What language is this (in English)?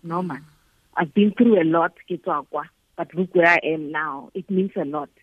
Tswana